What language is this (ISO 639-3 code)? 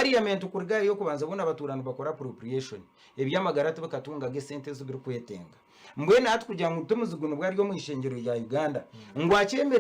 nyn